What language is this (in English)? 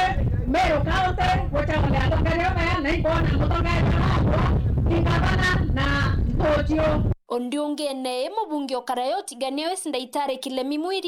Meru